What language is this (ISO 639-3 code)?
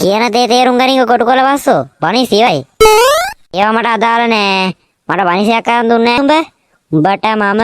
sin